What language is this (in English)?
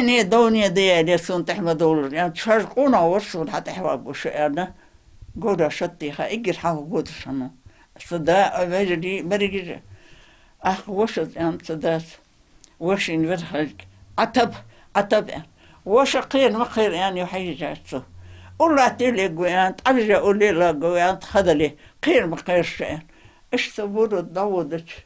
Ingush